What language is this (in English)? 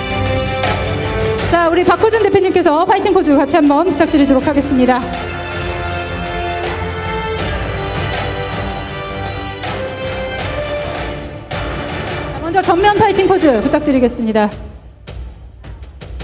Korean